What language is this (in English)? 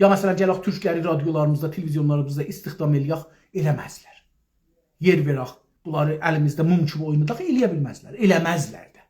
South Azerbaijani